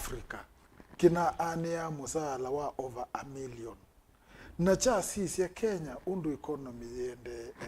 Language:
Kamba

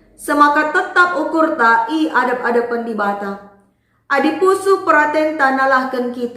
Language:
Batak Karo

